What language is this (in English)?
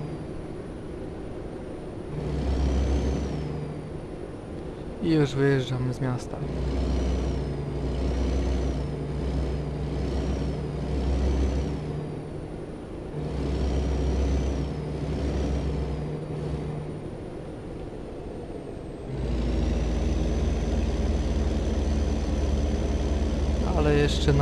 Polish